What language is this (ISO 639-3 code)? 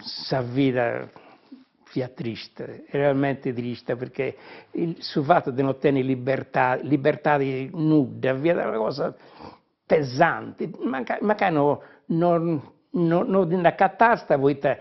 srd